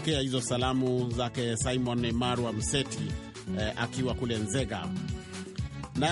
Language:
Swahili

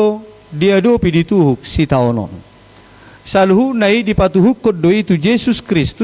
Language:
Batak Toba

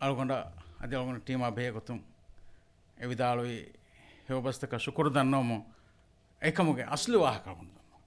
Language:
Divehi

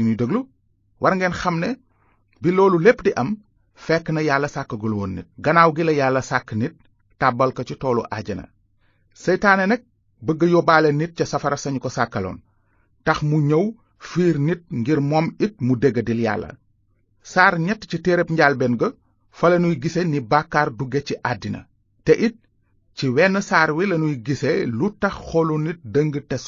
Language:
Wolof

